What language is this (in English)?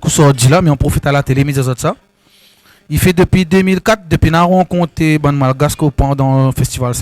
Réunion Creole French